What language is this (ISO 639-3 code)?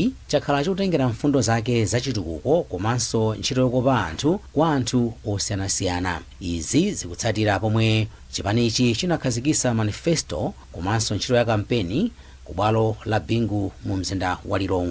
nya